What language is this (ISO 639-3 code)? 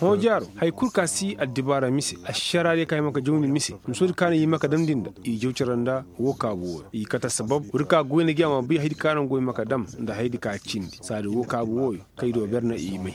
ses